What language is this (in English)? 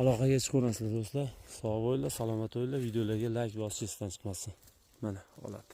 Uzbek